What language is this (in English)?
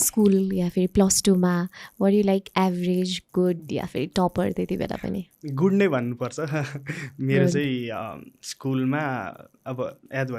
Nepali